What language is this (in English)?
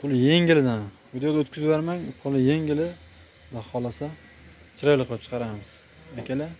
Uzbek